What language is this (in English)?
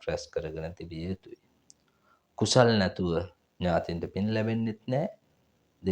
Sinhala